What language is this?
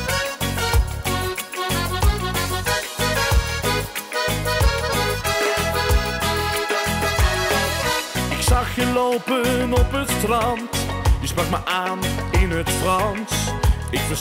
Dutch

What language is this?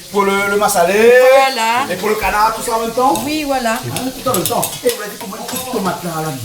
Réunion Creole French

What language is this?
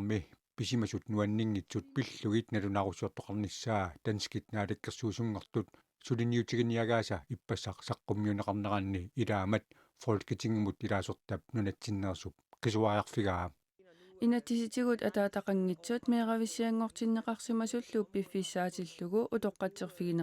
Kalaallisut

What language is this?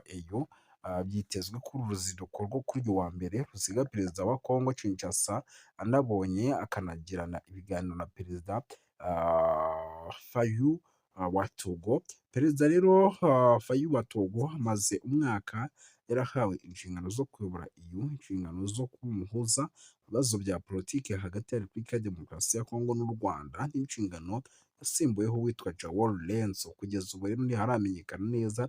Kinyarwanda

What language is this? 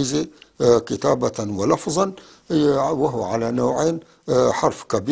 North Levantine Arabic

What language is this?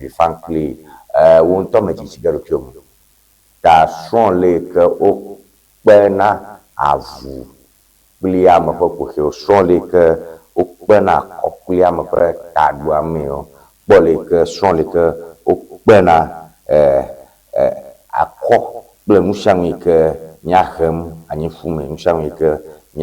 Ewe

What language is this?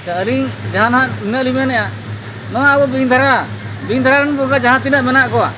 Santali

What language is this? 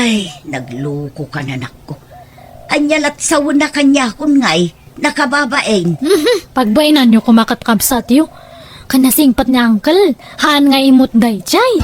Iloko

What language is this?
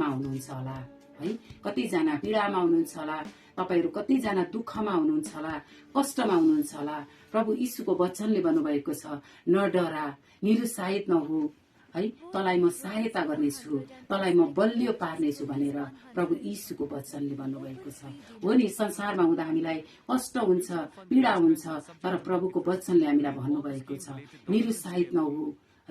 Nepali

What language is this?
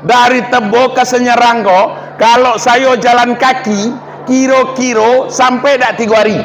Minangkabau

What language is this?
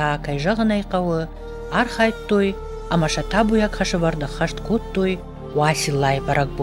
Ossetic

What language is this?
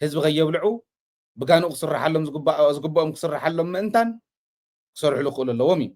Tigrinya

